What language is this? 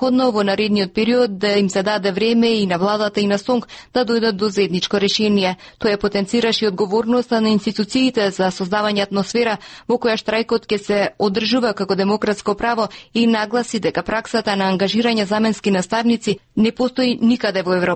Macedonian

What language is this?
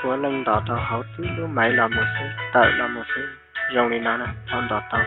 Hmong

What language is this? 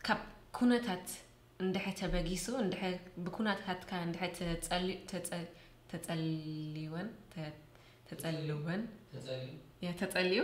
Tigrinya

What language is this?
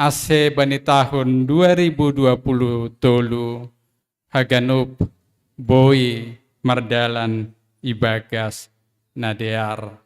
Batak Simalungun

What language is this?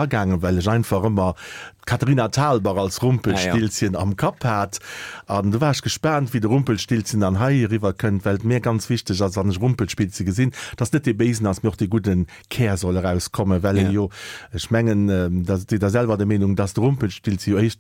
Luxembourgish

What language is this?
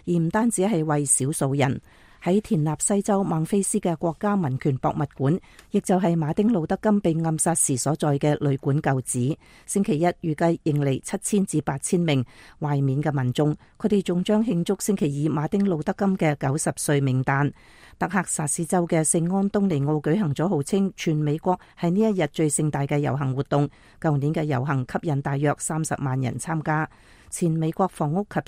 Cantonese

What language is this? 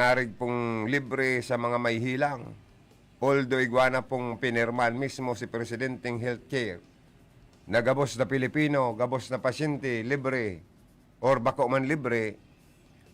Bikol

